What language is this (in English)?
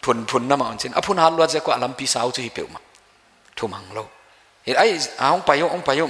Paite Chin